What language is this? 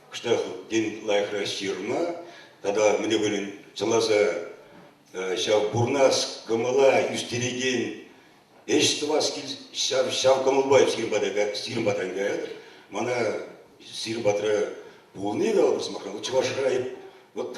Chuvash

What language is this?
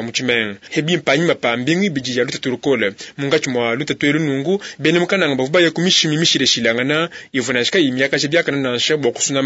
Luba-Lulua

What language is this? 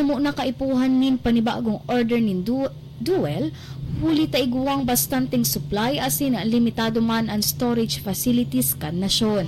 Bikol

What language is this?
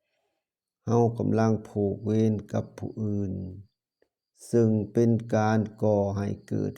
Lao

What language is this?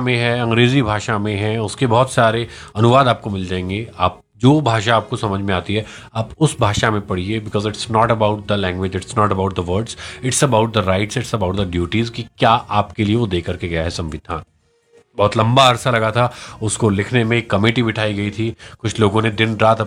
Hindi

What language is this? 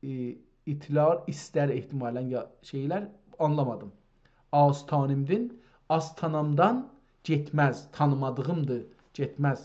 South Azerbaijani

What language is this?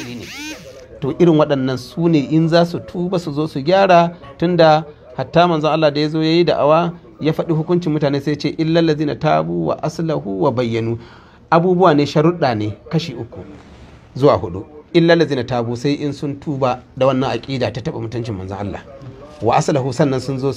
Hausa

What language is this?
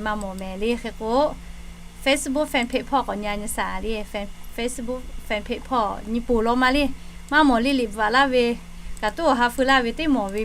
Lahu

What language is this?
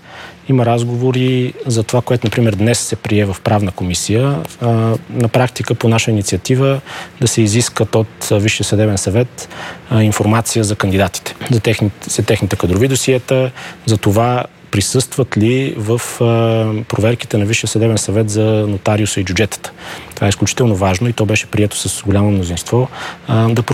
Bulgarian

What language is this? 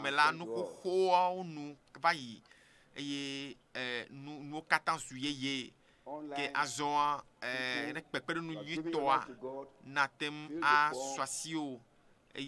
Ewe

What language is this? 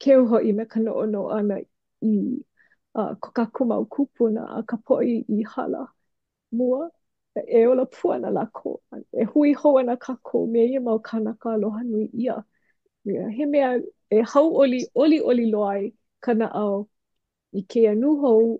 Hawaiian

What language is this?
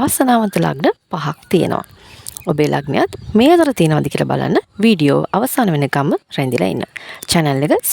Sinhala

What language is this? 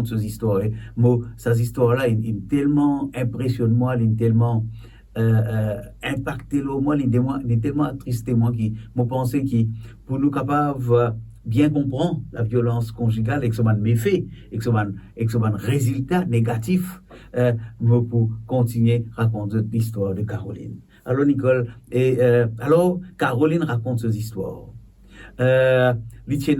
Morisyen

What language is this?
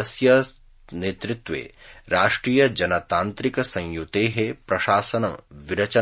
Sanskrit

